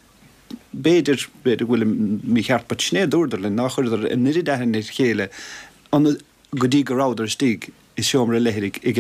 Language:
Irish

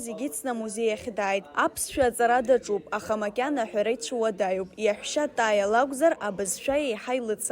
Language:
Abkhazian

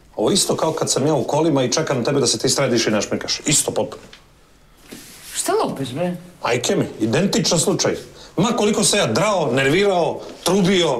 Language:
Serbian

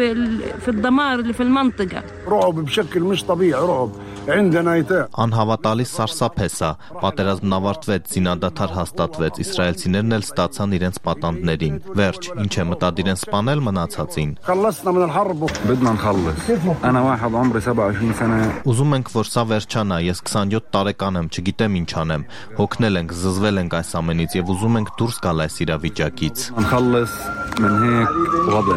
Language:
Armenian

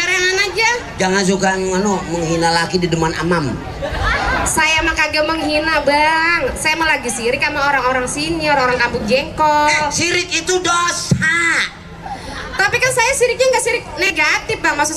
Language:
Betawi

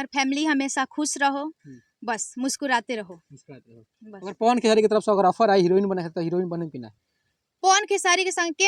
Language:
Bhojpuri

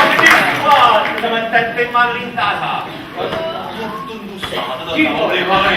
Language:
Neapolitan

